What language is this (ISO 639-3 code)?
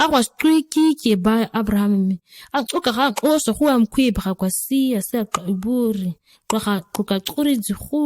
gnk